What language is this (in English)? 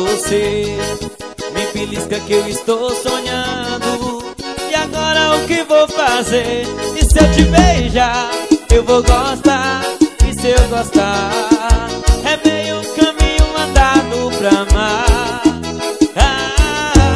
Portuguese